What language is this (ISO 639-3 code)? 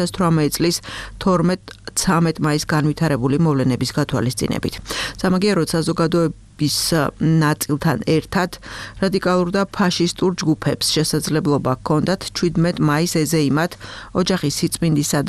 kat